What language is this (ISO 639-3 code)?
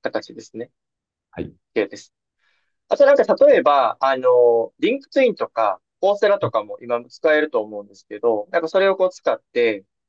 jpn